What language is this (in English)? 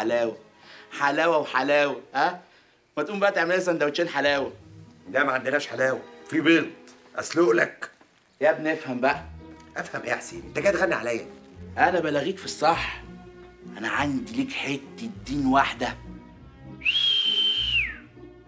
Egyptian Arabic